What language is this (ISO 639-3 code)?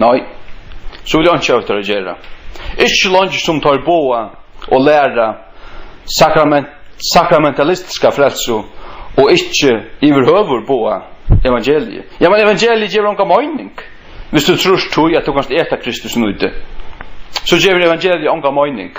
fao